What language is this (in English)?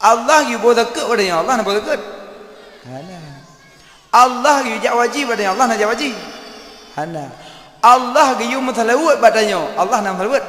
Achinese